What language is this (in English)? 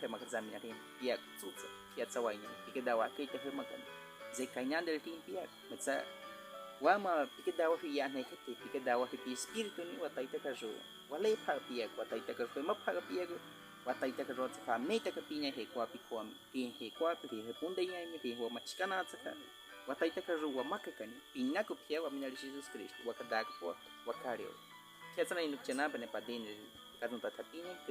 Baniwa